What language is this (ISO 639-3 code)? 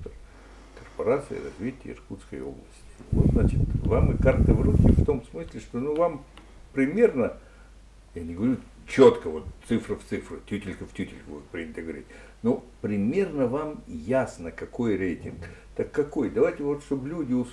rus